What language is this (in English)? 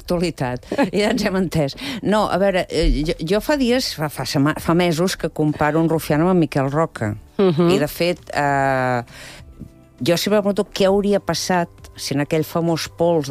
Catalan